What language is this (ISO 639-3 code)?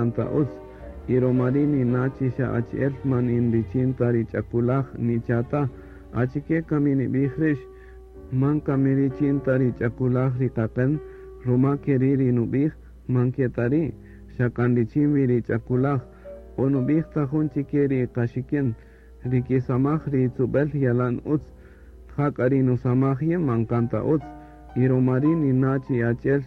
cak